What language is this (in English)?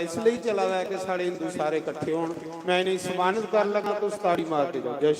Dogri